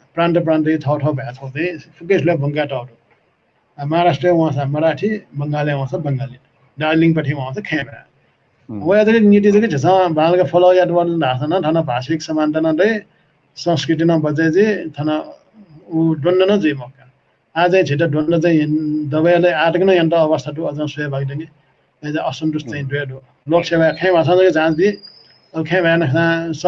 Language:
Newari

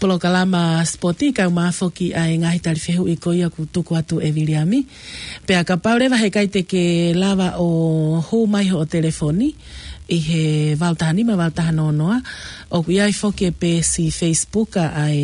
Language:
Tongan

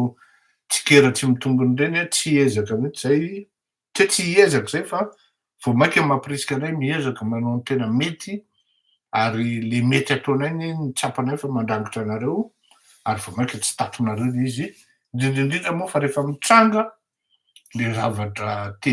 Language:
Malagasy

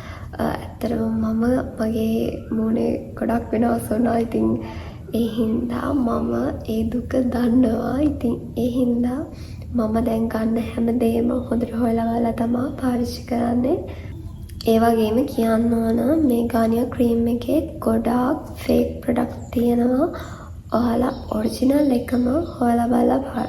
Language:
Sinhala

